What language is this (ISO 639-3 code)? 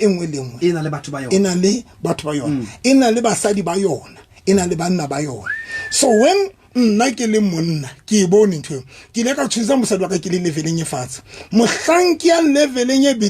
sot